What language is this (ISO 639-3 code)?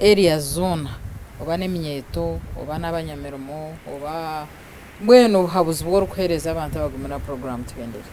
nyn